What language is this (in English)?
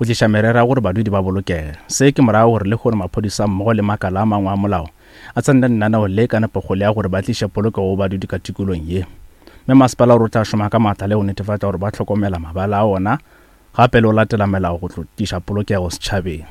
Northern Sotho